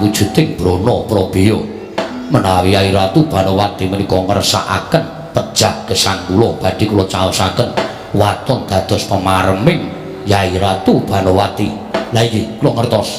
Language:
Javanese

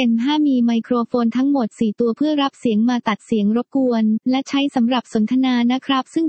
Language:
Thai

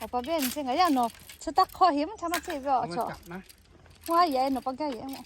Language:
Lahu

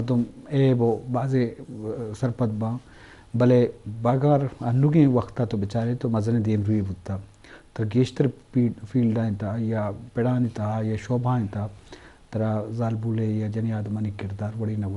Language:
Eastern Balochi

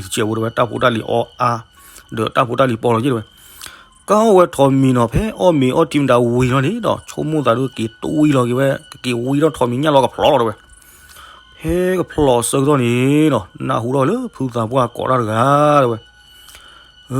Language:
S'gaw Karen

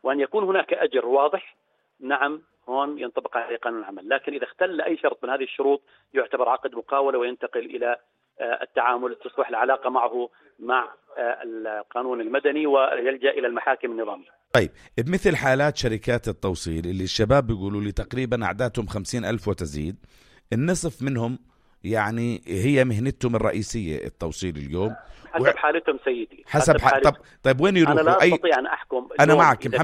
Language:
North Levantine Arabic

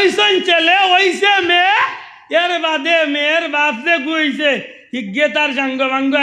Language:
Sylheti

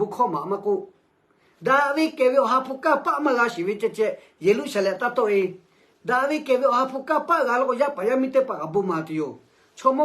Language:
Lahu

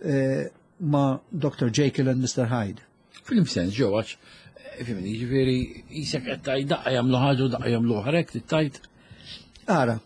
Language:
Maltese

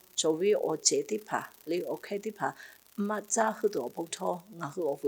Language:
Lahu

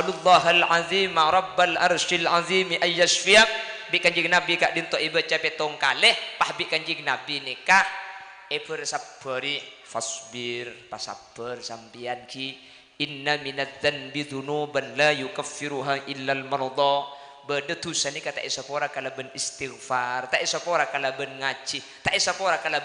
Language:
Madurese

